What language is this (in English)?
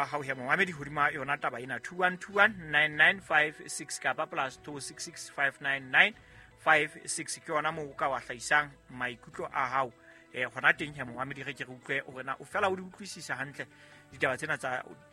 Southern Sotho